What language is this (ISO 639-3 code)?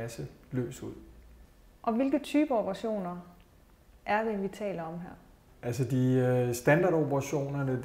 dan